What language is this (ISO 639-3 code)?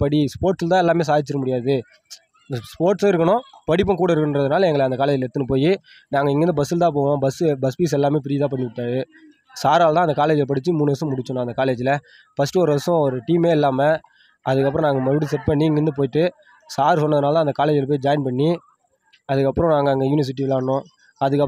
tam